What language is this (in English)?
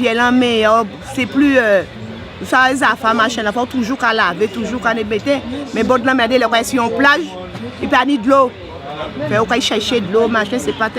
Guadeloupean Creole French